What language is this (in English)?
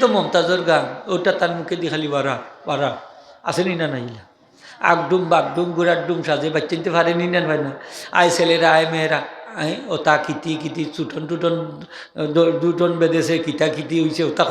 Sylheti